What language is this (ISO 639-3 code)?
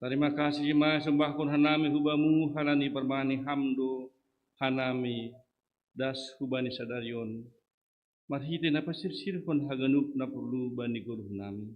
bts